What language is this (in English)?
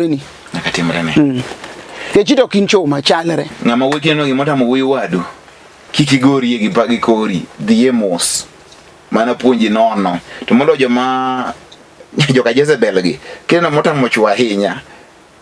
Luo (Kenya and Tanzania)